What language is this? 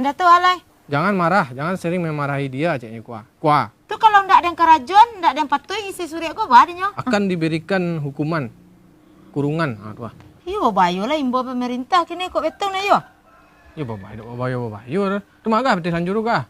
Minangkabau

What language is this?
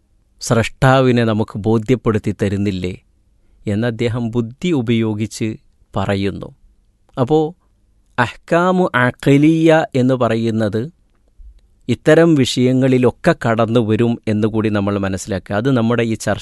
Malayalam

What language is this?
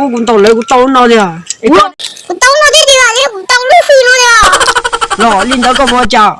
Hmong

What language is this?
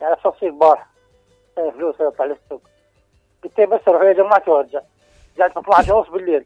Mesopotamian Arabic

